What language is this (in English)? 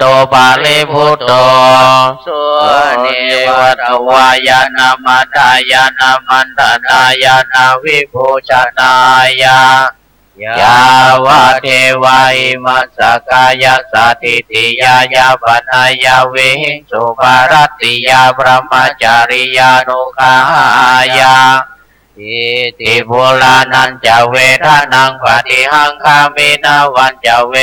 Pali